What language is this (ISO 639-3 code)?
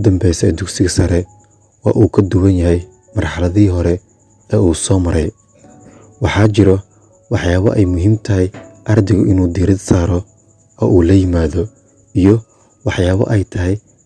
som